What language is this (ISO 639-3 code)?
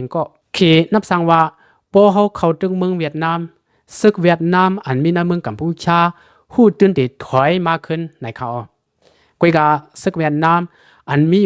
shn